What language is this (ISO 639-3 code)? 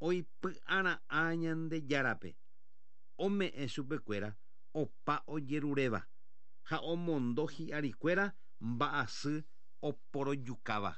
grn